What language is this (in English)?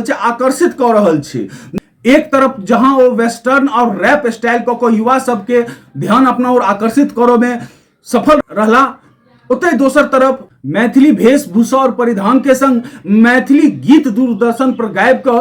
Maithili